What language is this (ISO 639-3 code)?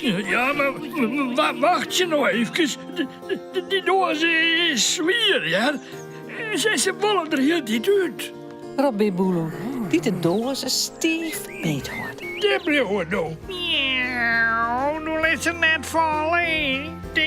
fry